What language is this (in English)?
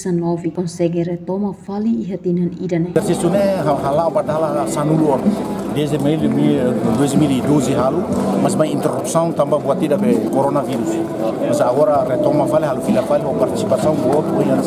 Tetum